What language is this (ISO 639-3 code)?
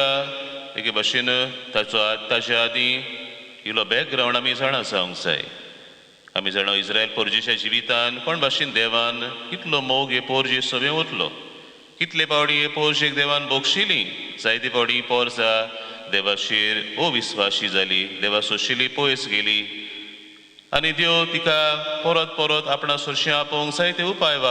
kok